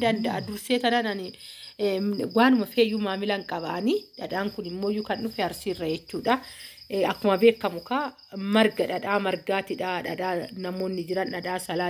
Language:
Oromo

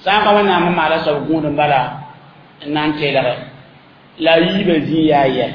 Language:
Mossi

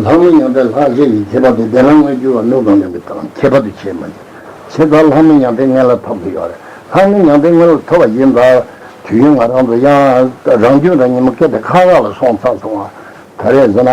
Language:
Tibetan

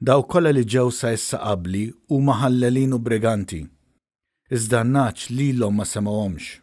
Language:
Maltese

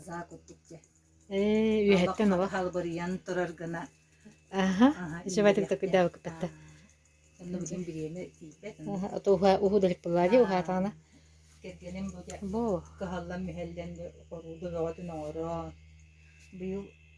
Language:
Yakut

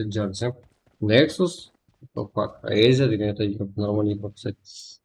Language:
Kara-Kalpak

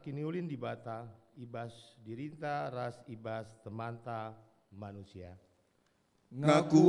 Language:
Batak Karo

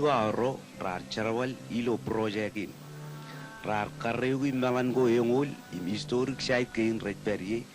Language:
Marshallese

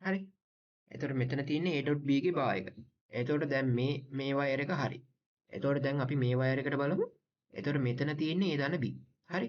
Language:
Sinhala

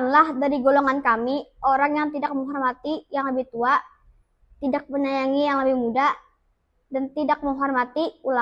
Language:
Banjar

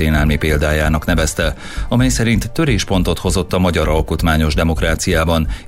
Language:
Hungarian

